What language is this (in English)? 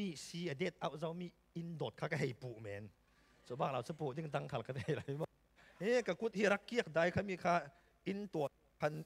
Falam Chin